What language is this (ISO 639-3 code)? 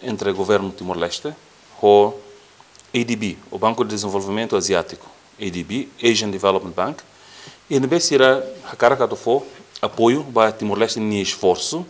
tet